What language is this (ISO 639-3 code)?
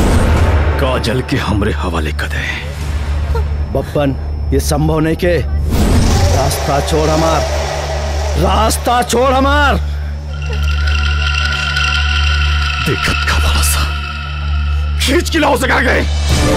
bho